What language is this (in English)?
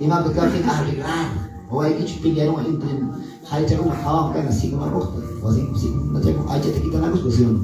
Quechua